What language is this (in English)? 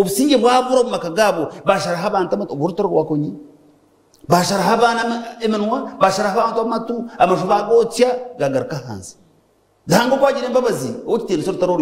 Nyankole